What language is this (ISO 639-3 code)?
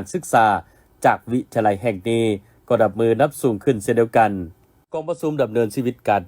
lao